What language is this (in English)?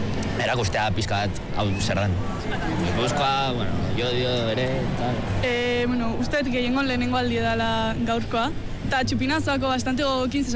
Basque